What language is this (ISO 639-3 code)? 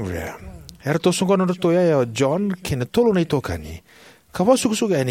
fij